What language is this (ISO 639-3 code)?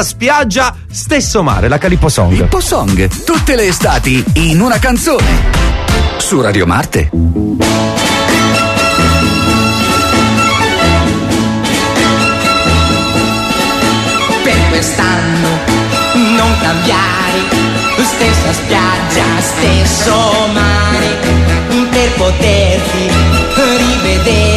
ita